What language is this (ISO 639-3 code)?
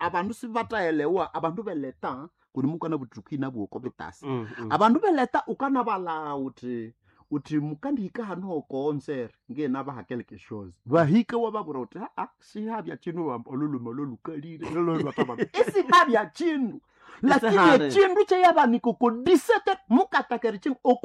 nnb